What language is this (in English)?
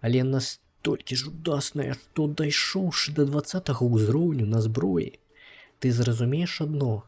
Belarusian